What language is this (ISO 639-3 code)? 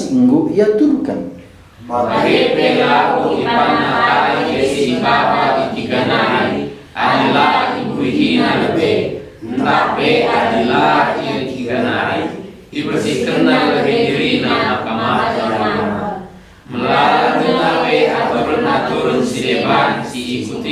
btx